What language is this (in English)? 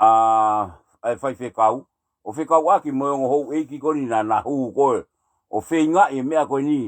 Tongan